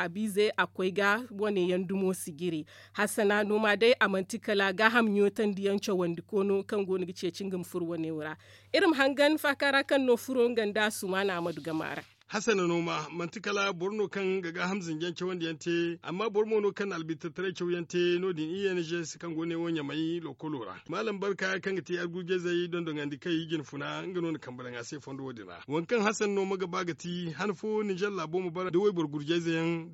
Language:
Zarma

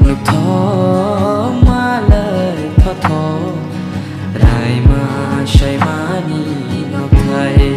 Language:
Kok Borok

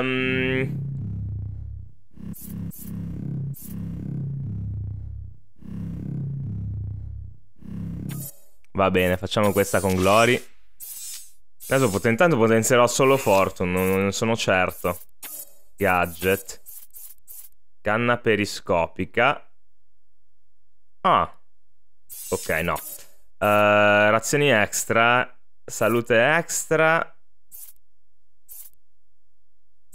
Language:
Italian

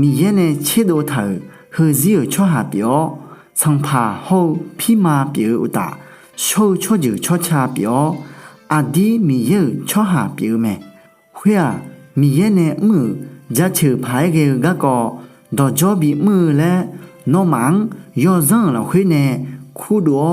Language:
Akha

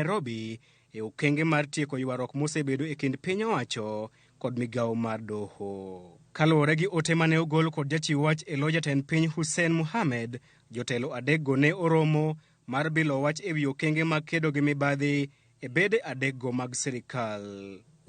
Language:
Luo (Kenya and Tanzania)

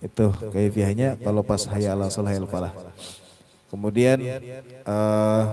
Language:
Banjar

